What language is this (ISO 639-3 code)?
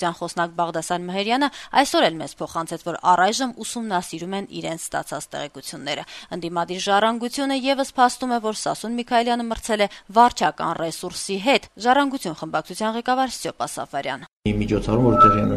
hye